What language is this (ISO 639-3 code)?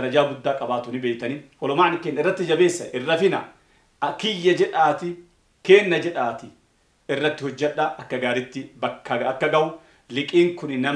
orm